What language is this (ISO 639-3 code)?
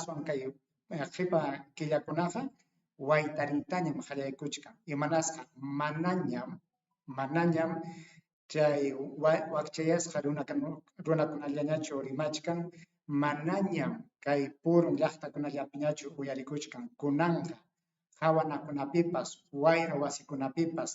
quy